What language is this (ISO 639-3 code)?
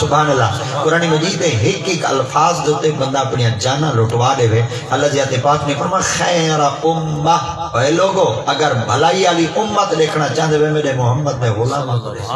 skr